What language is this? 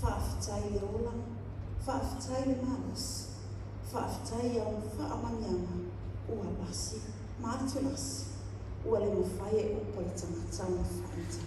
Samoan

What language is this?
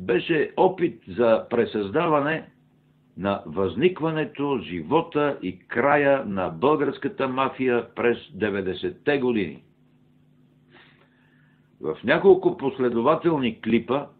Bulgarian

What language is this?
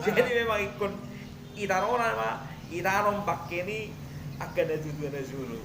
Batak Toba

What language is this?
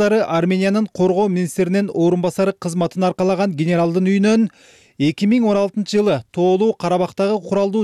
Kyrgyz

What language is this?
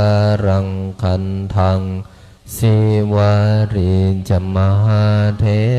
Pali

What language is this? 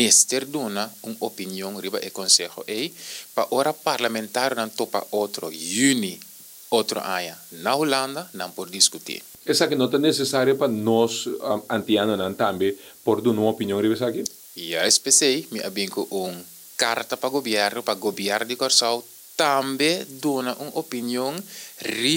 Papiamento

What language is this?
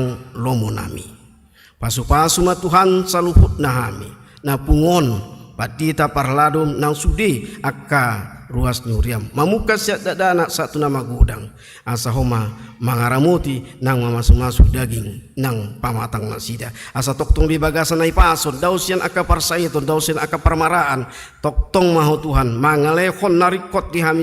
Batak Toba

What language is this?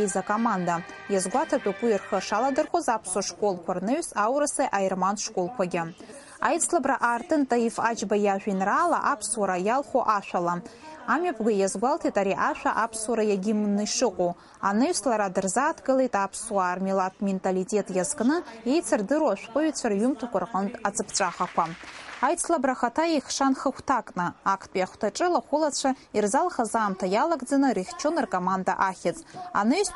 Abkhazian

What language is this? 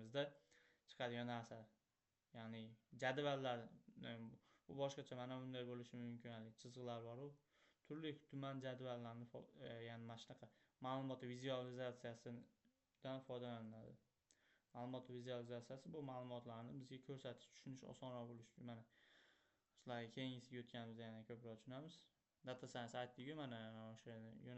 Uzbek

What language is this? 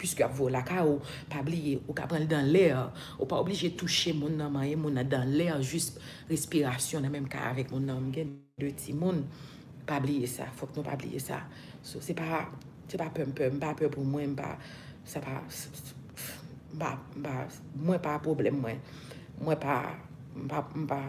Haitian Creole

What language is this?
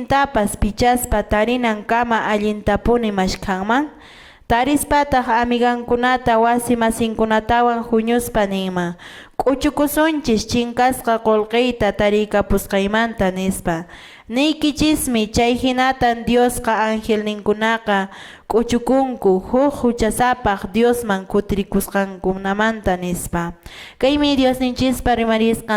Quechua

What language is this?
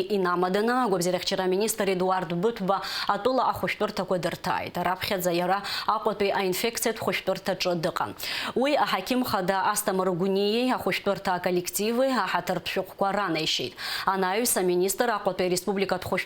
Abkhazian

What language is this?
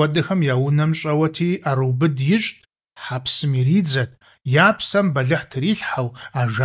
Kabardian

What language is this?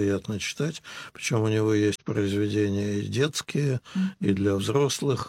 Russian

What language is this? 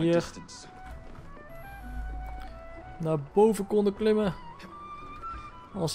Dutch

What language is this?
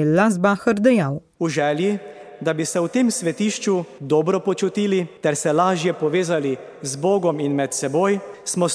Slovenian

